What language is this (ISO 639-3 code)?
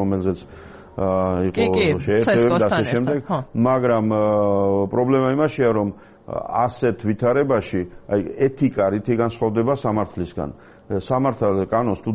kat